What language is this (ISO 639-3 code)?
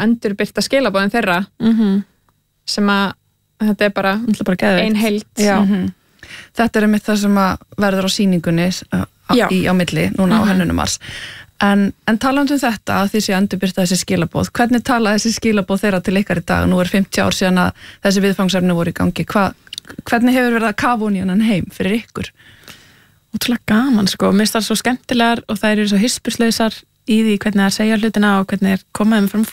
isl